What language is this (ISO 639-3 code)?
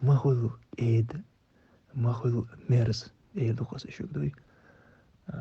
che